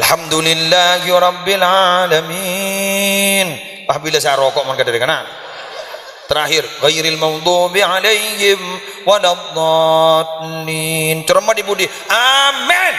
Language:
Madurese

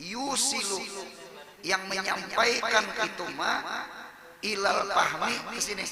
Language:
Banjar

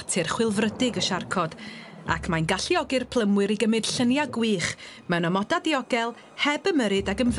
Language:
Welsh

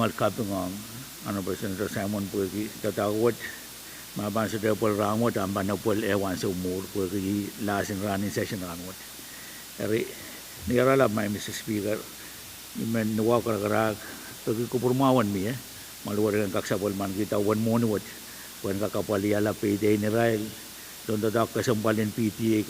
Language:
Pohnpeian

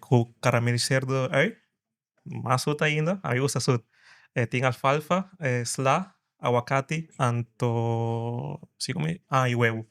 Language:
Papiamento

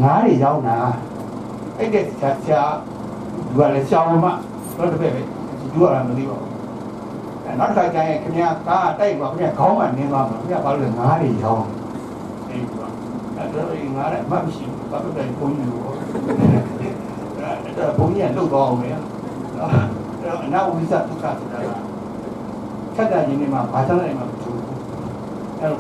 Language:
Burmese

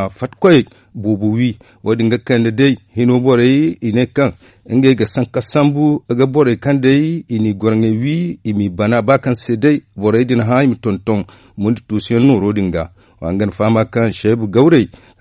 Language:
Zarma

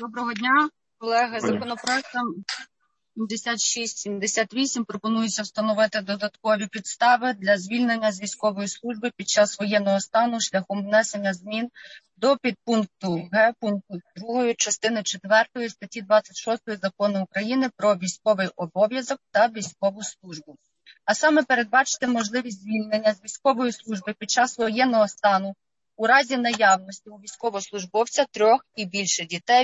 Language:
Ukrainian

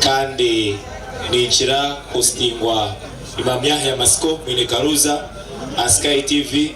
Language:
Nyankole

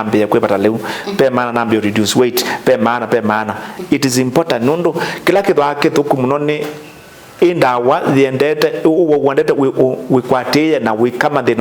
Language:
Kamba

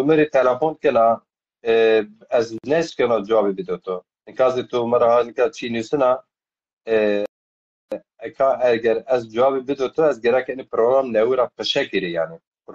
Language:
Zaza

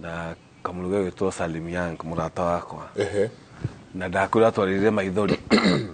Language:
Kikuyu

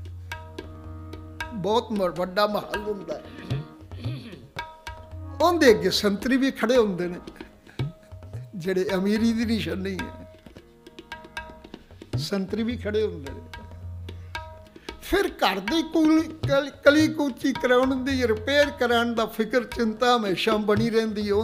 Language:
Punjabi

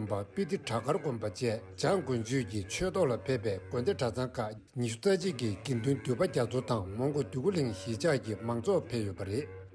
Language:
Tibetan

